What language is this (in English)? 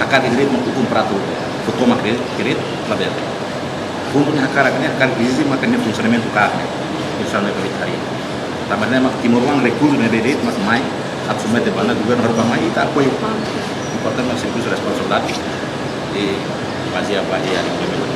Tetum